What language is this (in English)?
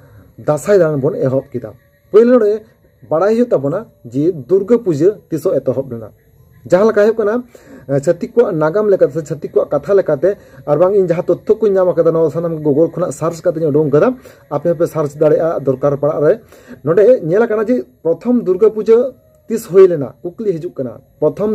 Santali